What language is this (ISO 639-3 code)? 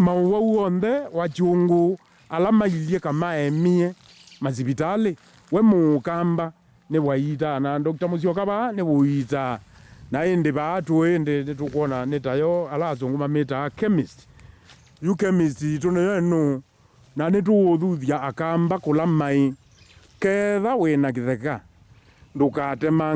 kam